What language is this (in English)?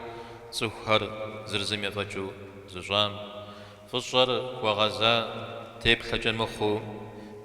Kabardian